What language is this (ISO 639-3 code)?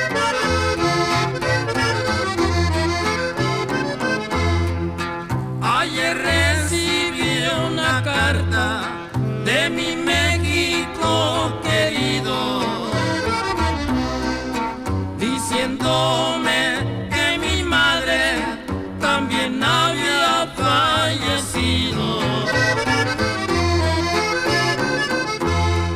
spa